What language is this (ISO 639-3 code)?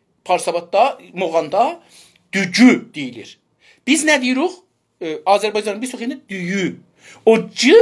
azb